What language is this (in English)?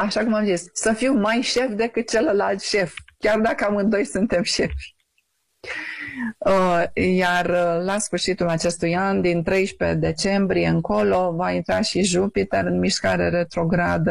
Romanian